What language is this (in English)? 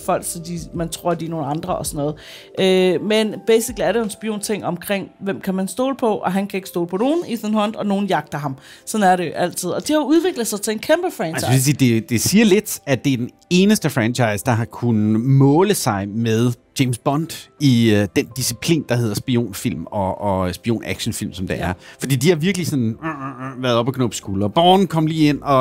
Danish